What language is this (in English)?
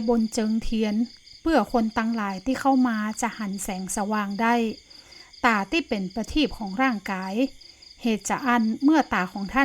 Northern Thai